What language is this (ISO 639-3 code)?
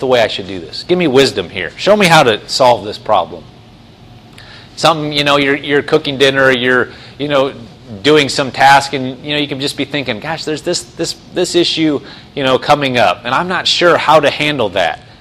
eng